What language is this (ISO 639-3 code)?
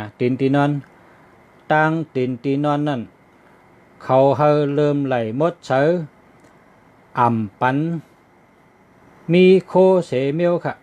shn